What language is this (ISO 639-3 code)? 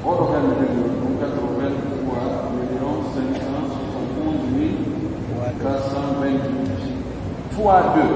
fuf